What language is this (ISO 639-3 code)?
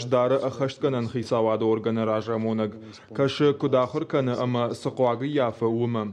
oss